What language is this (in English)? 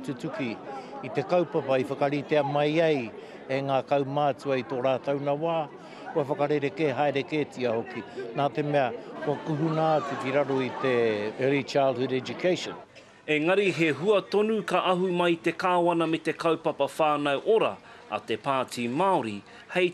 Māori